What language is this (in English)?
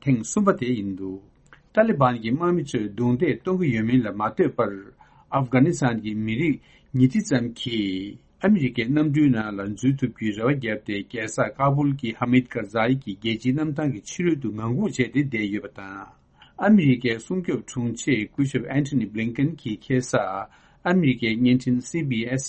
Tibetan